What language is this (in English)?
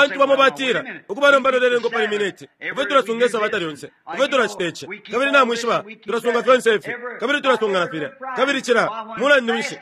Bemba